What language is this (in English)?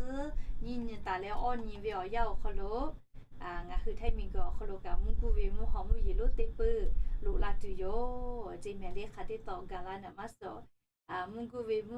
Lahu